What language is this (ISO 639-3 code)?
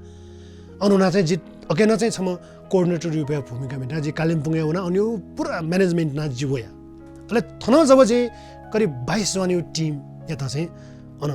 new